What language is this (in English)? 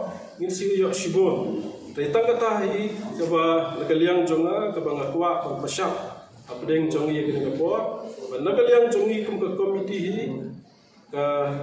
Khasi